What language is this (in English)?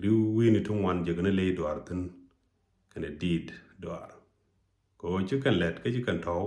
Nuer